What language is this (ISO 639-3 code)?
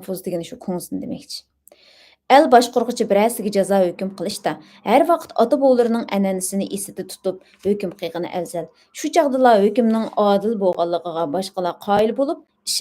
uig